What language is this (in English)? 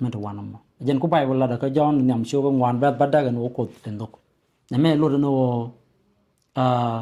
Nuer